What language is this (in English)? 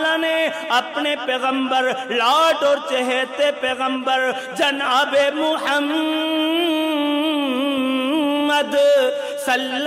Urdu